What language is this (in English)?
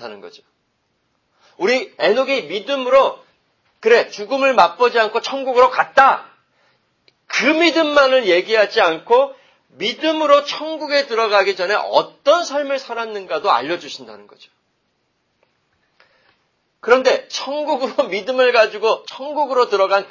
Korean